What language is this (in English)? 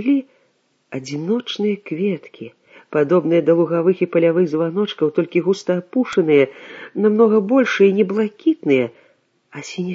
Belarusian